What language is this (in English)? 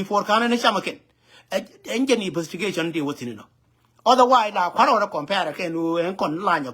Nuer